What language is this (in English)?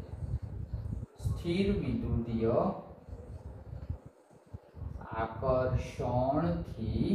Gujarati